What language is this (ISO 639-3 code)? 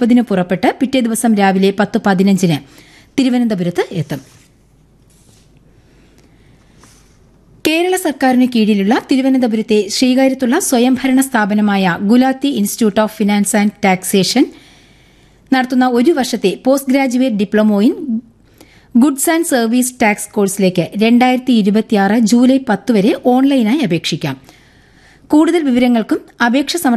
mal